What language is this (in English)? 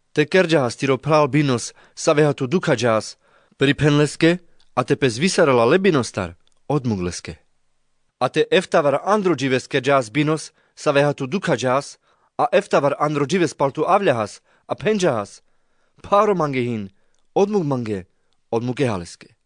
Carpathian Romani